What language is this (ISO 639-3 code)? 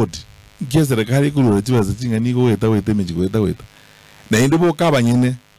guz